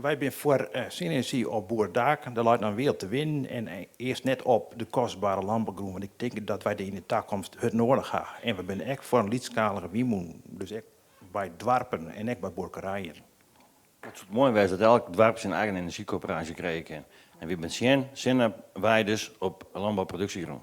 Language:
Western Frisian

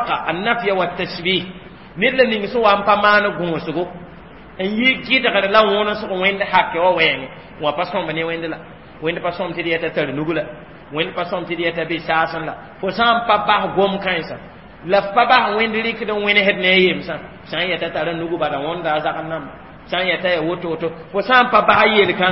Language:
Mossi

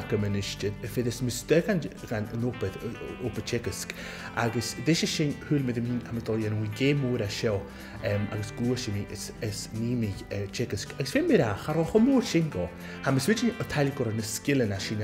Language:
Scottish Gaelic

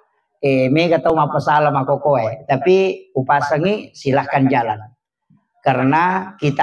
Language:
Buginese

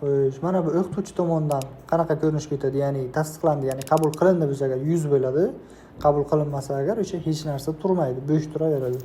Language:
Uzbek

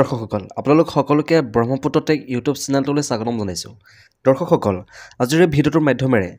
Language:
Assamese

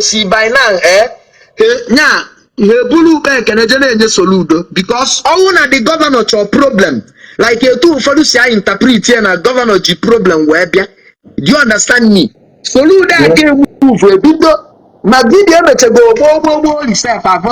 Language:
Igbo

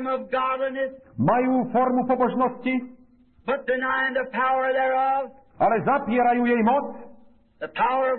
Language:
Slovak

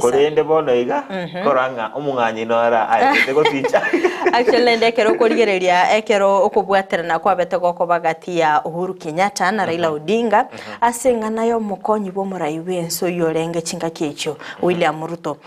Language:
Gusii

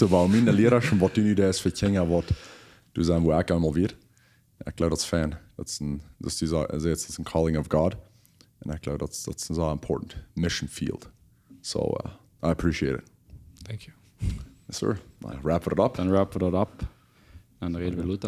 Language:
Plautdietsch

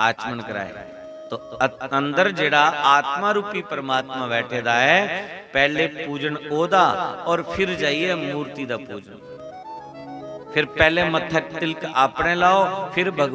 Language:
Dogri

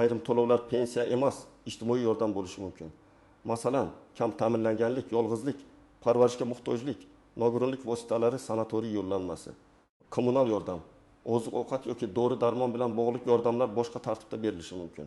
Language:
Uzbek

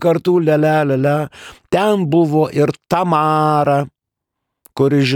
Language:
Lithuanian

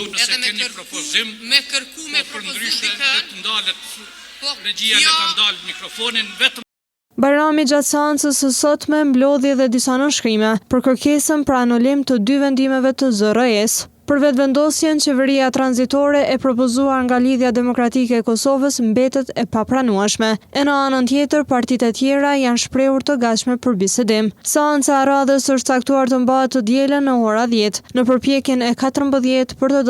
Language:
Albanian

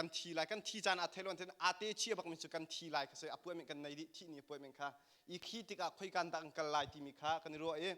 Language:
Hakha Chin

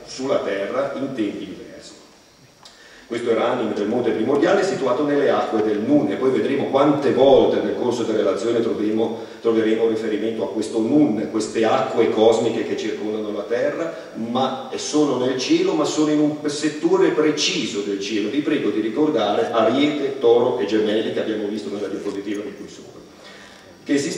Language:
Italian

